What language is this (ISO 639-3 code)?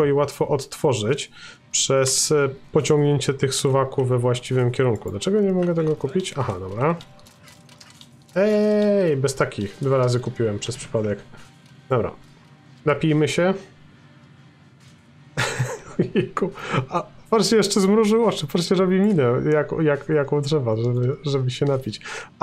pol